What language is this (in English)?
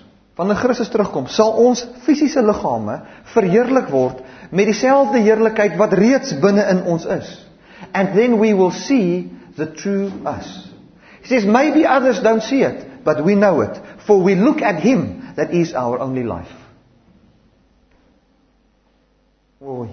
Afrikaans